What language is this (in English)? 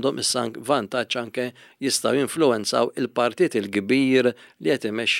Maltese